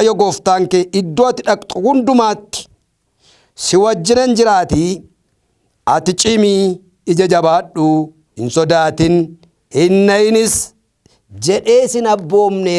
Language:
Oromo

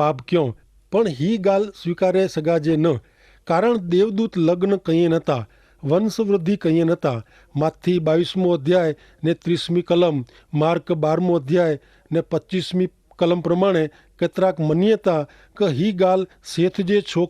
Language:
Kachhi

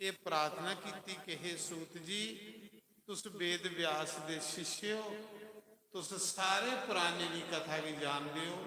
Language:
Dogri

